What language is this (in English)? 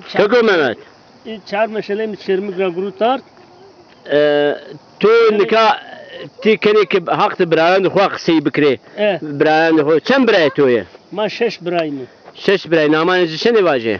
Zaza